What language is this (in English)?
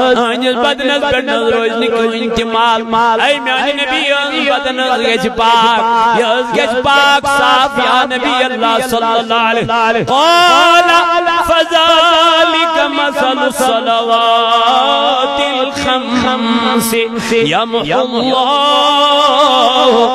Kashmiri